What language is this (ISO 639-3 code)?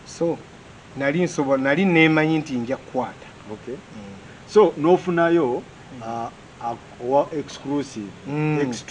lug